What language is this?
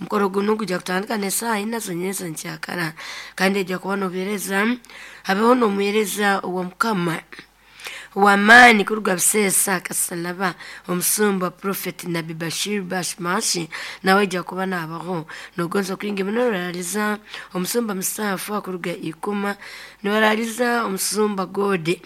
Nyoro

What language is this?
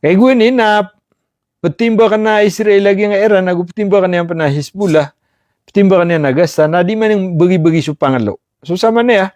Maranao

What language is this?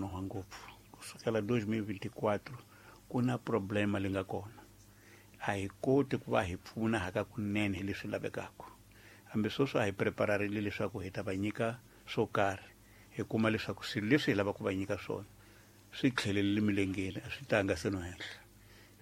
Tsonga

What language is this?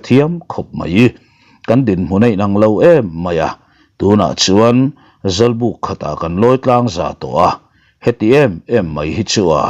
Mizo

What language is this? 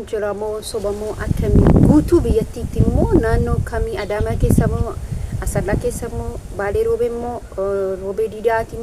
Oromo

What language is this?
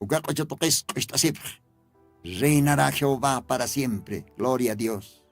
Aymara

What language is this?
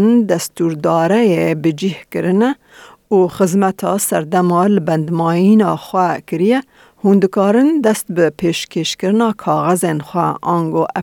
Kurdish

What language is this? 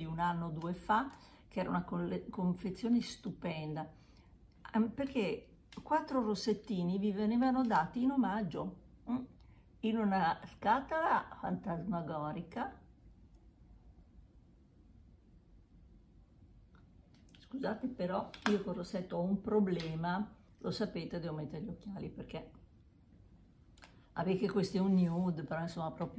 Italian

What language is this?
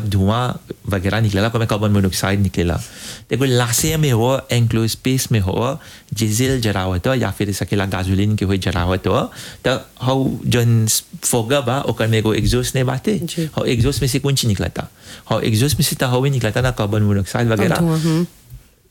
Bhojpuri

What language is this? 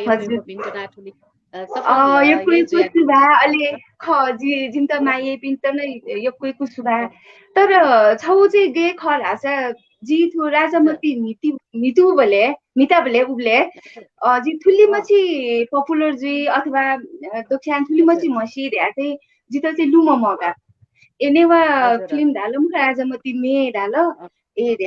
Newari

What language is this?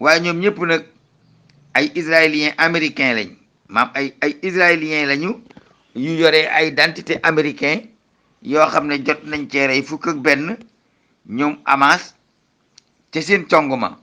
Wolof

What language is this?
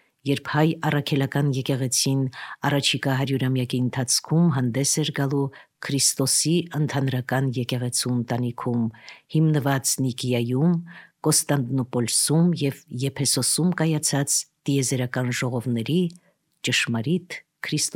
Armenian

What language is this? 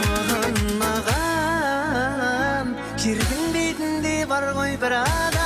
Kara-Kalpak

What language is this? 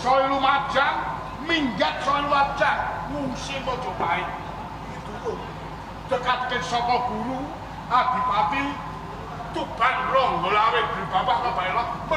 Javanese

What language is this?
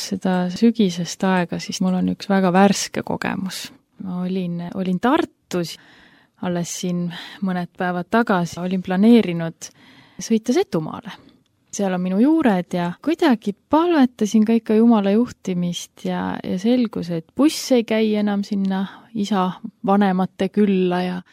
Estonian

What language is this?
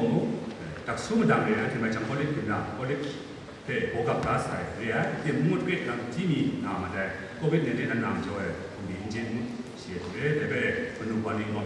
Kachin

